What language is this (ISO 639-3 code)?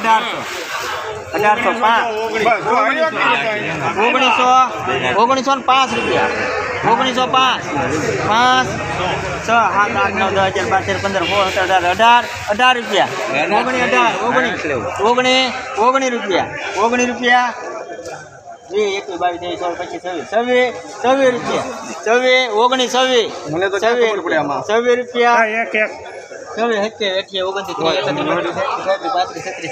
guj